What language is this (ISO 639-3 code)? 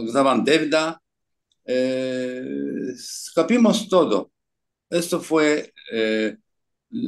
lad